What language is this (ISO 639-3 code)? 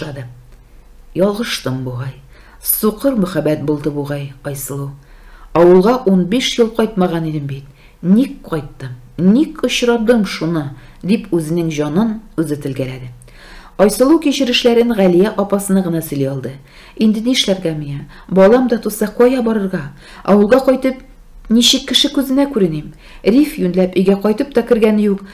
tat